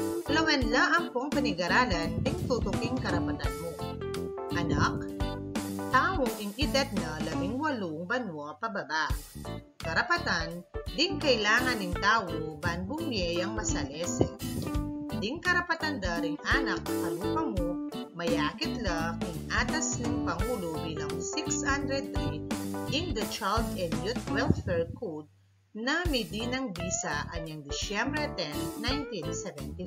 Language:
Pampanga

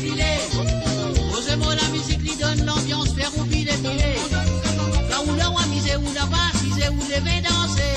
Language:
Morisyen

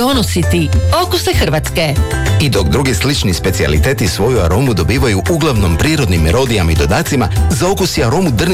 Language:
Croatian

